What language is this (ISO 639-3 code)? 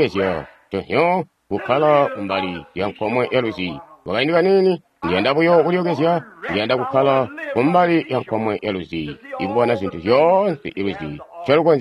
toi